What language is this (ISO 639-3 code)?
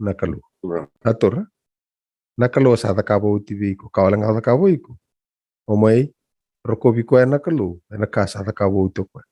fij